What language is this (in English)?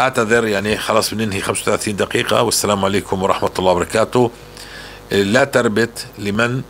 North Levantine Arabic